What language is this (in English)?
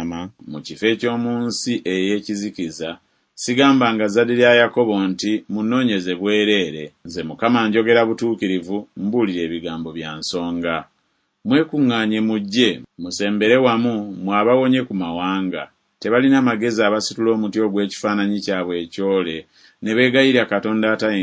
Ganda